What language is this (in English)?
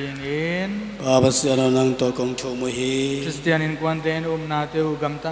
Tedim Chin